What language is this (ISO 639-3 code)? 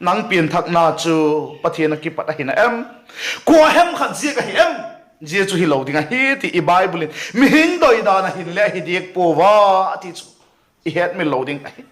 vap